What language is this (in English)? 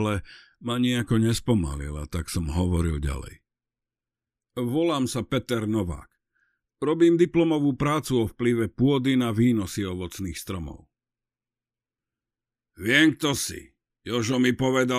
Slovak